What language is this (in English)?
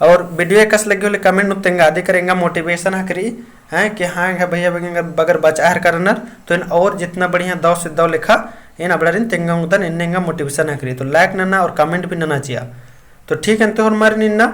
Kurukh